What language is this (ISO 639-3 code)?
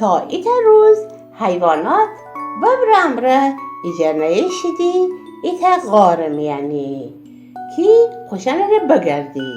glk